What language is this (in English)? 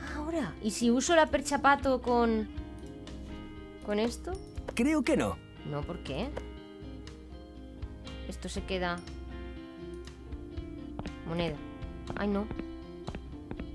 Spanish